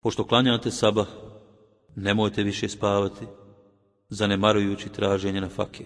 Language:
Bosnian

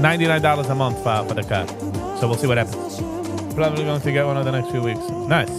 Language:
Yiddish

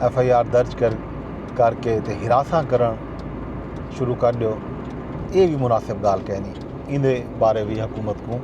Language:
Saraiki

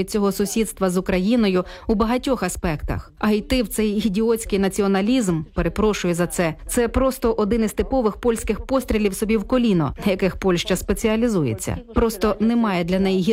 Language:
Ukrainian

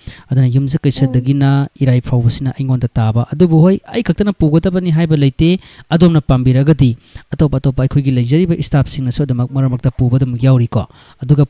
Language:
Manipuri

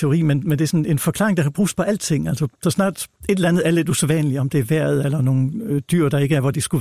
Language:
Danish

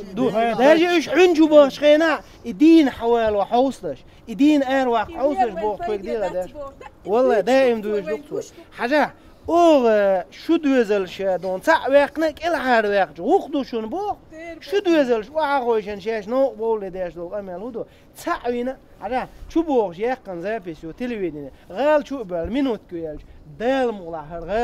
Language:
Chechen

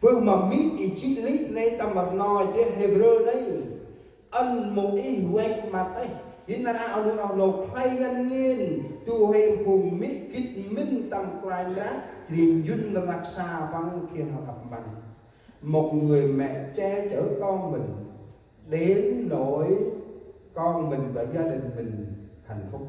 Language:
Central Mnong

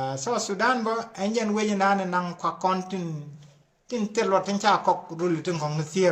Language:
Nuer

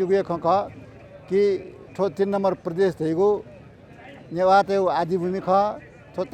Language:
Newari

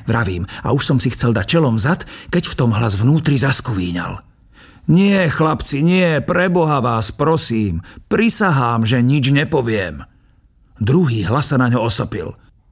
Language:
Slovak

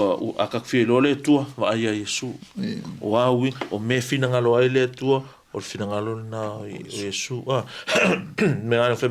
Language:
Samoan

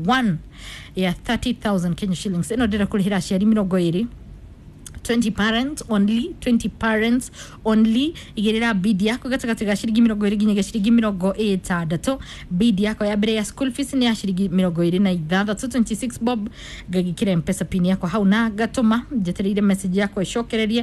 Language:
Kikuyu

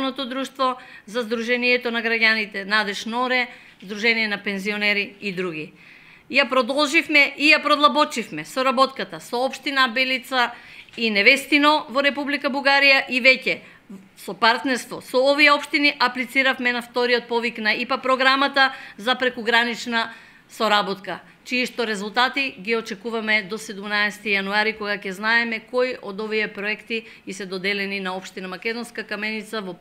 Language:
Macedonian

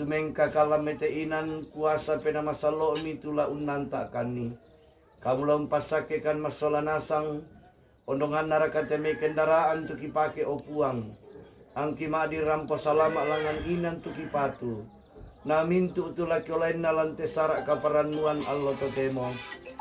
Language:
Toraja-Sa'dan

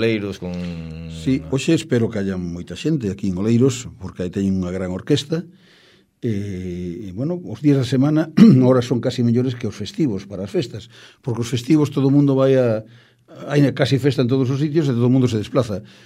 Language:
Galician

